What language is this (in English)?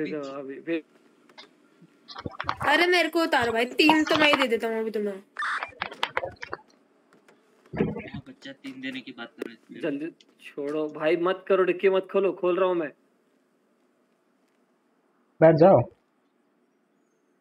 Hindi